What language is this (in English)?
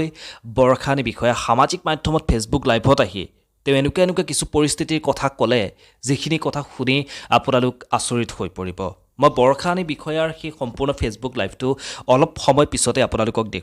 Assamese